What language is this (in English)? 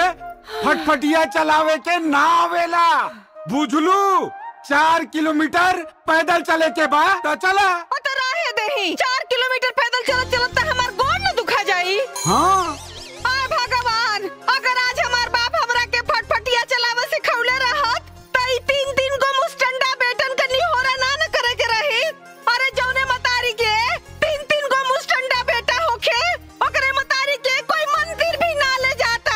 Bhojpuri